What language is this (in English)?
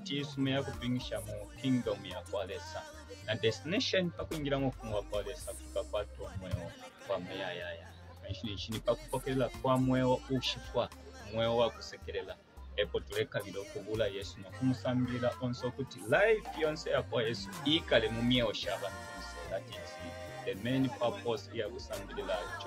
Bemba